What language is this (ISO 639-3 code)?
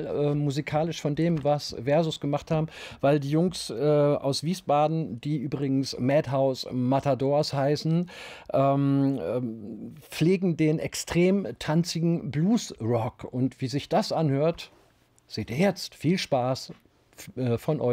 deu